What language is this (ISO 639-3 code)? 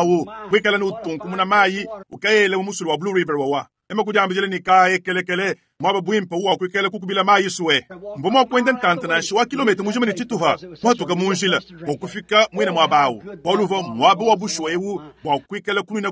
lua